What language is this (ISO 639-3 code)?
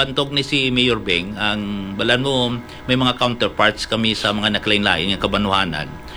hil